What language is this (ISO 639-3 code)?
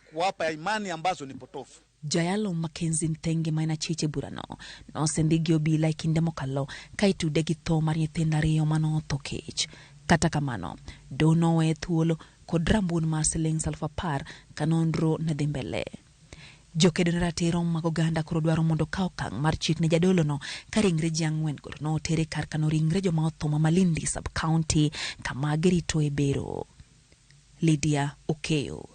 luo